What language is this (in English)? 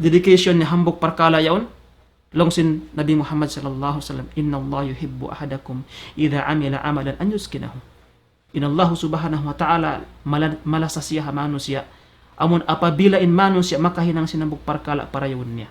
Tausug